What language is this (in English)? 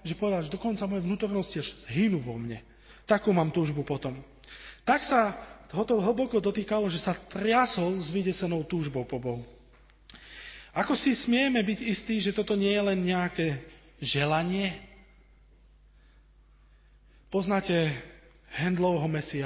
Slovak